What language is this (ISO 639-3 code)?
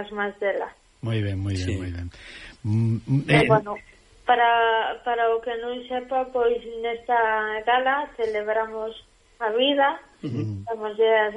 glg